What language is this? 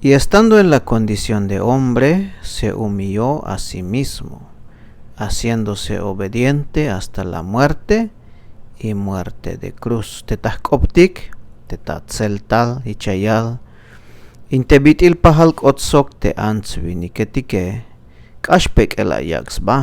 Tzeltal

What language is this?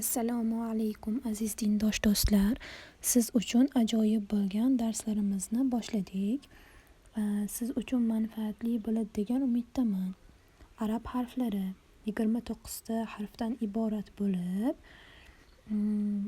Uzbek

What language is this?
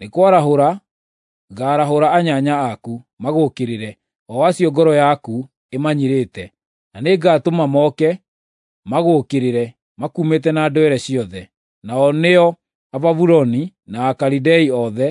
Kikuyu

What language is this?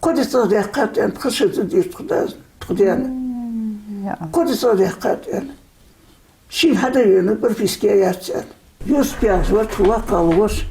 Ingush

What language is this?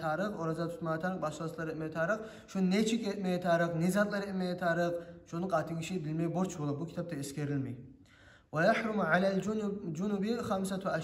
Kumyk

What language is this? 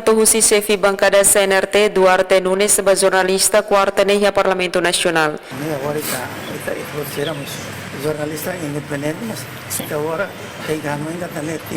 Tetum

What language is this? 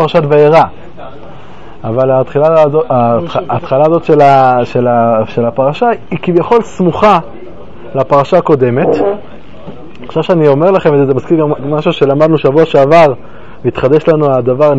Hebrew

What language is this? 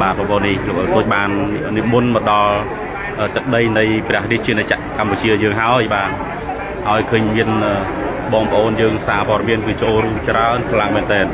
Khmer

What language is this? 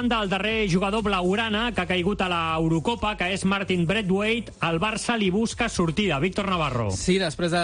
Catalan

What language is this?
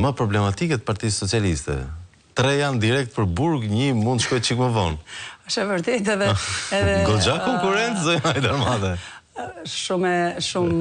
Albanian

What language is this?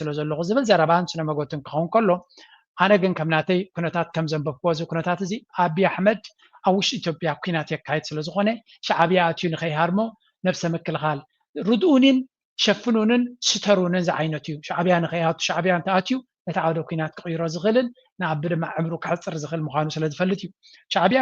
Tigrinya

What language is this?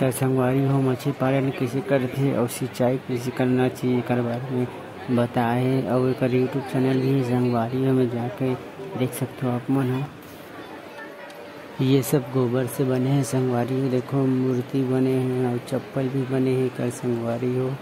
Chhattisgarhi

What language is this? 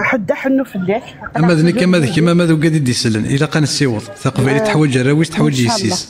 Kabyle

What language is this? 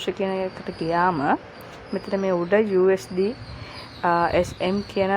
Sinhala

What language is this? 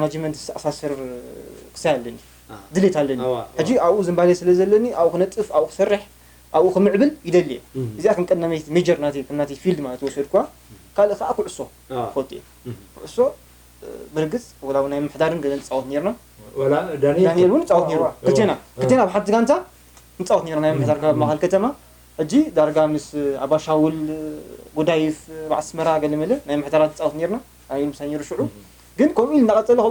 Tigrinya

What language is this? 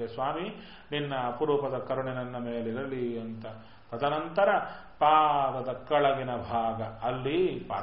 Kannada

